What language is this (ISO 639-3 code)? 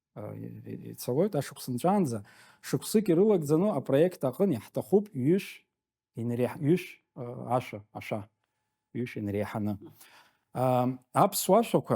abk